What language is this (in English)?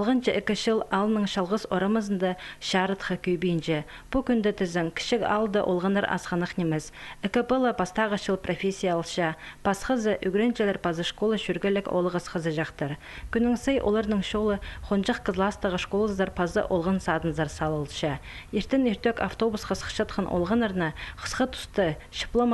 Khakas